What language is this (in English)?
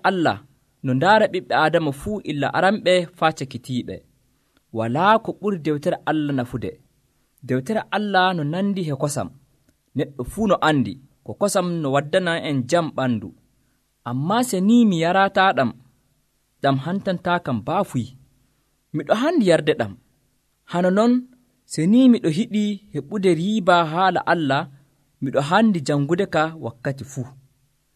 Nigerian Fulfulde